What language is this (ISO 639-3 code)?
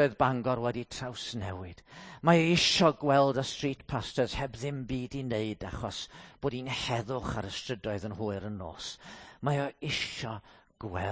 cym